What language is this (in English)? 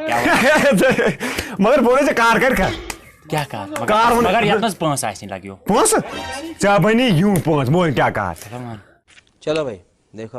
Kashmiri